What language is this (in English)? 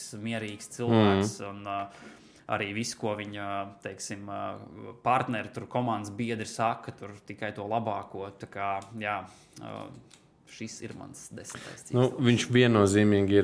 Latvian